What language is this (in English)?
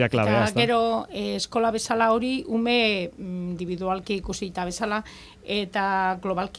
Basque